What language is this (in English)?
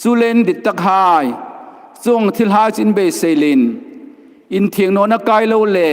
Hmar